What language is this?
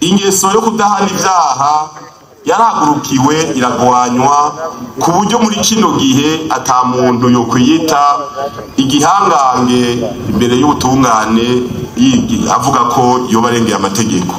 Rundi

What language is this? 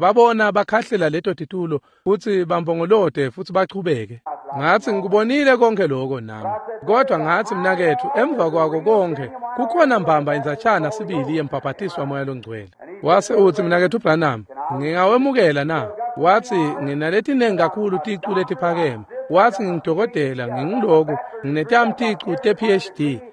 Swati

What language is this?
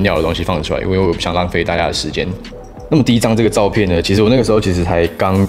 Chinese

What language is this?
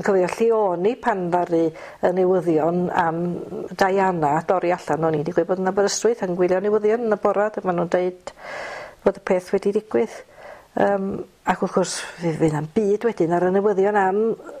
Welsh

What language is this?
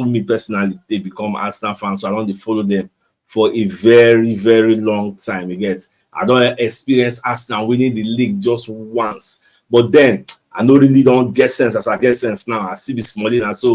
Nigerian Pidgin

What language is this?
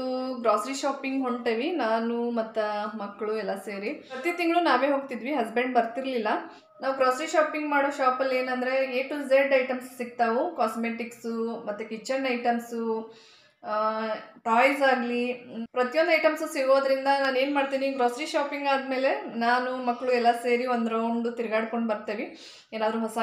Kannada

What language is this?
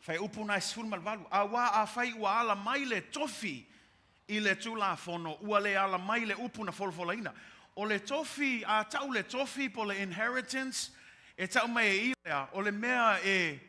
Samoan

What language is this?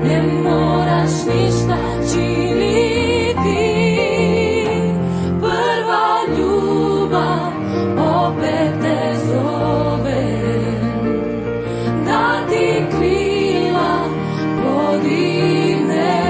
Croatian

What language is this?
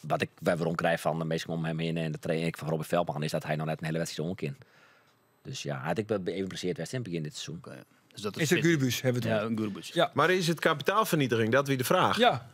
Western Frisian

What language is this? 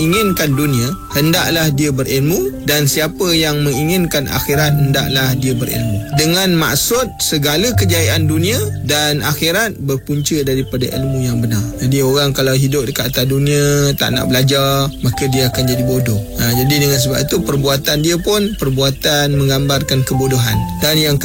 Malay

